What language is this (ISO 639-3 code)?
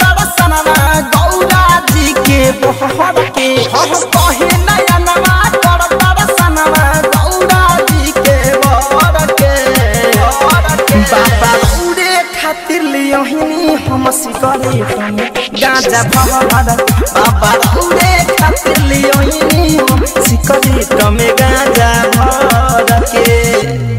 bho